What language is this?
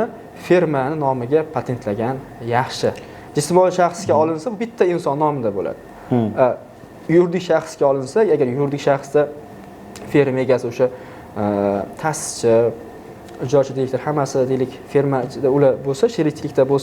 Uzbek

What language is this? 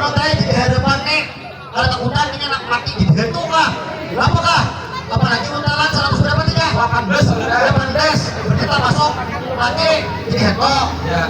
Banjar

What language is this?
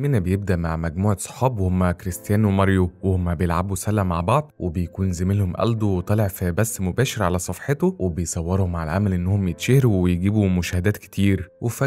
Egyptian Arabic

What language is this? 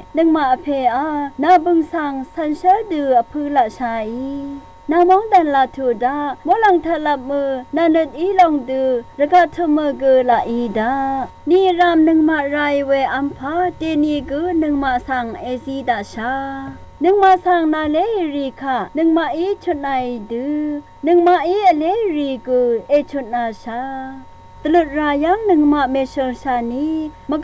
Rawang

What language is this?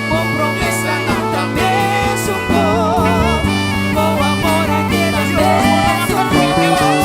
Papiamento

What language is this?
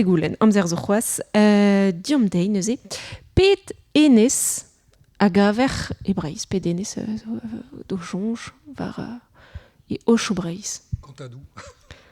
Breton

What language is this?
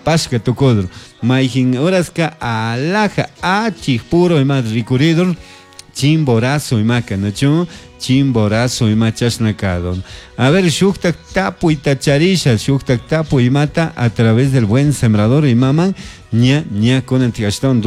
Chimborazo Highland Quichua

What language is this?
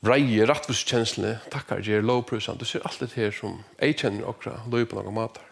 Faroese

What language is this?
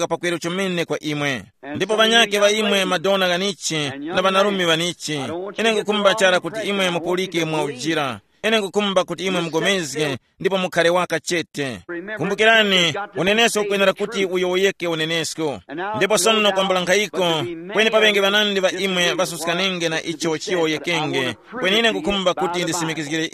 Tumbuka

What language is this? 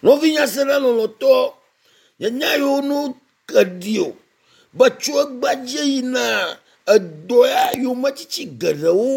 Ewe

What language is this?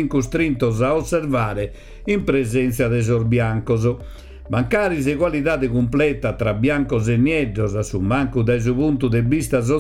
Sardinian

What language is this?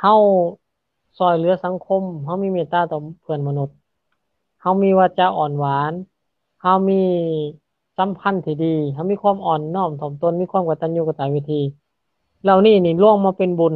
Lao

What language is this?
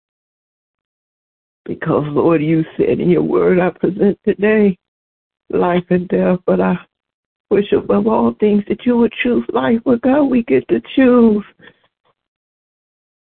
English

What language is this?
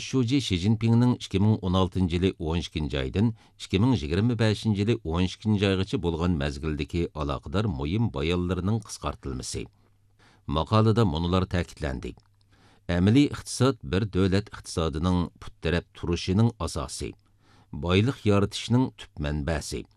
Uyghur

